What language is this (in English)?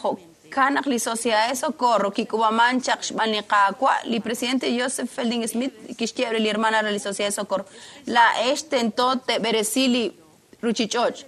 Kekchí